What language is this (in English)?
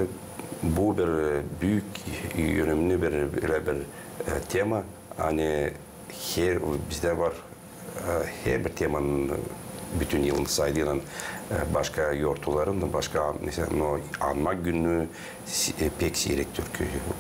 Gagauz